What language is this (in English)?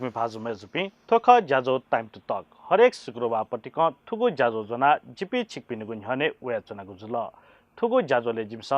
Newari